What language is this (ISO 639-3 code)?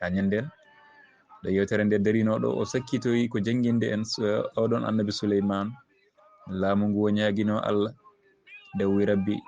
ful